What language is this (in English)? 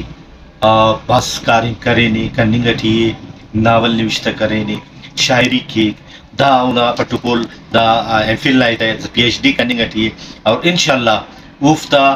Brahui